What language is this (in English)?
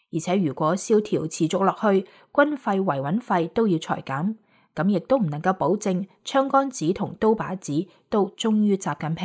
Cantonese